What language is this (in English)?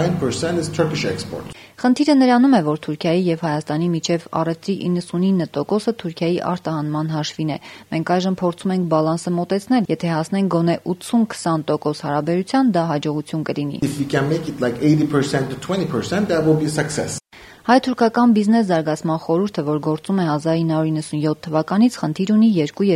Armenian